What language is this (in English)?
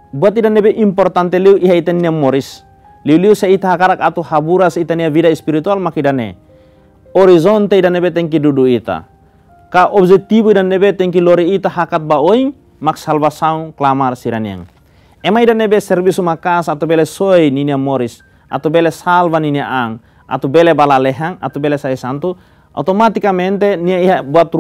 Tetum